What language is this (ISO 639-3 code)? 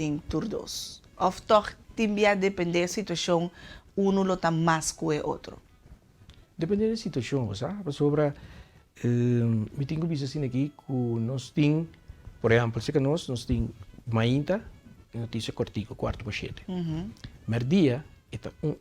pap